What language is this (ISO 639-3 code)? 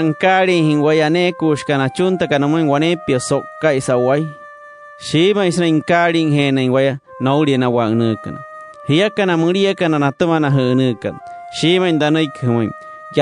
guc